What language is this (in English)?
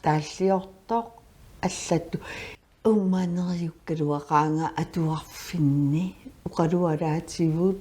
Kalaallisut